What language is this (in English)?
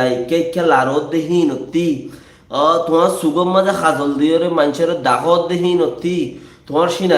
Rohingya